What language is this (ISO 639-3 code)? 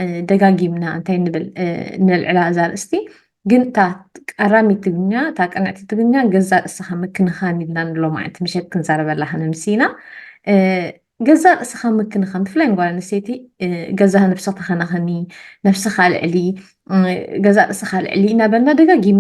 tir